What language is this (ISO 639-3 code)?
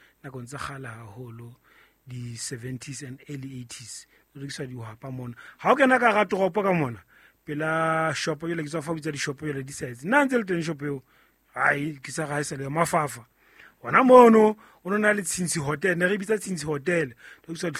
sot